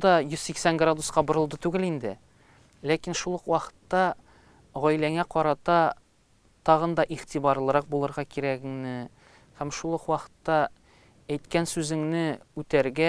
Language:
Tatar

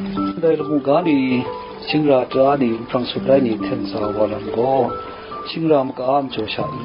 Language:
Kachin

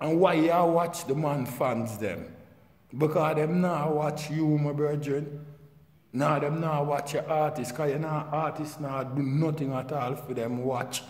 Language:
Jamaican Creole English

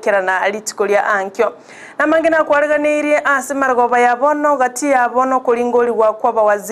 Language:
Gusii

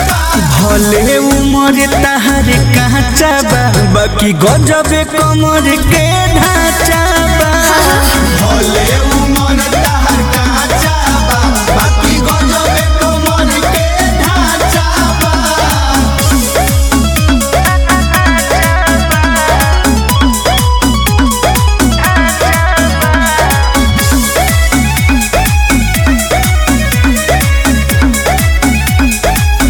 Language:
Bhojpuri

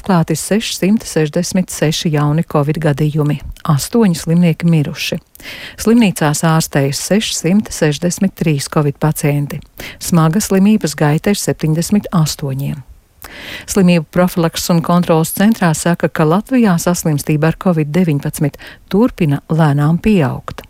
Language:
Latvian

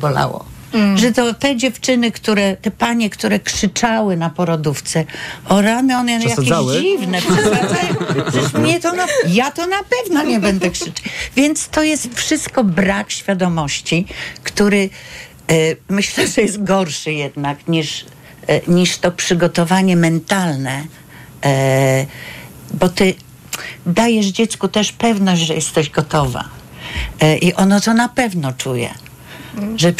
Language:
Polish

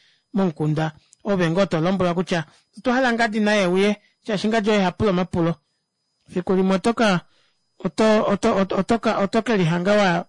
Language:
Kuanyama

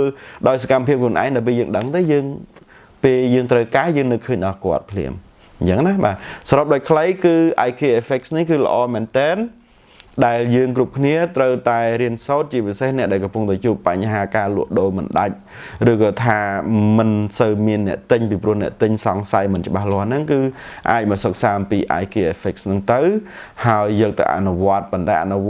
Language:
Khmer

